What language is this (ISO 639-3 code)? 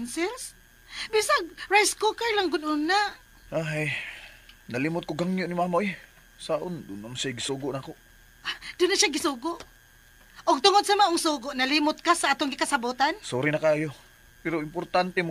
ceb